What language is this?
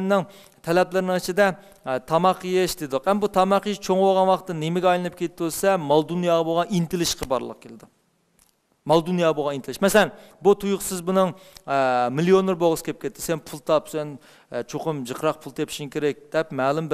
Uyghur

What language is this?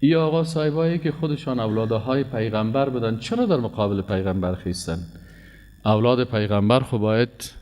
Persian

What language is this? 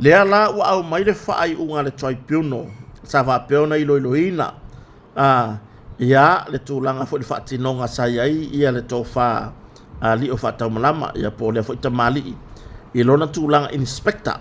Samoan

